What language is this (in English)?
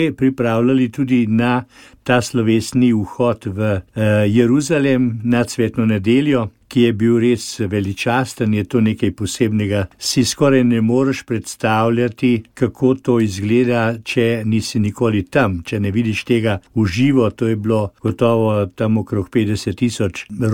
Slovenian